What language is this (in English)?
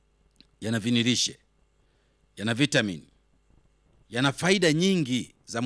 Swahili